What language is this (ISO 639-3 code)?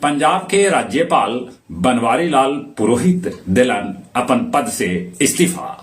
mag